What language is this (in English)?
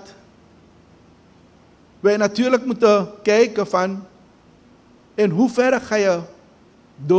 Dutch